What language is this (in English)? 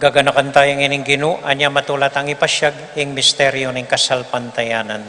Pampanga